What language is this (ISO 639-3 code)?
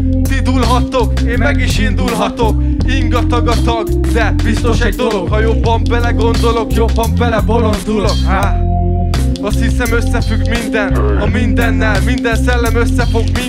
hun